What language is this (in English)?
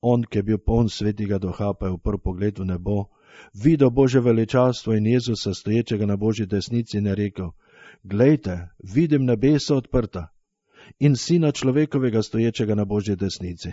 Slovenian